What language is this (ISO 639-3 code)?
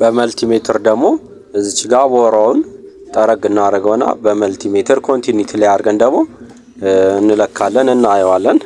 amh